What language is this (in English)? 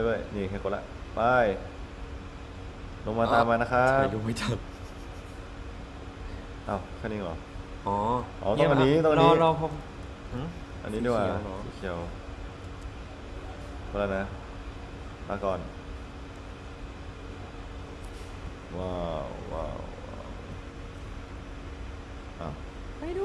Thai